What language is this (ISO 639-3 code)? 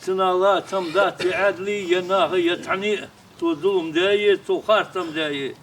inh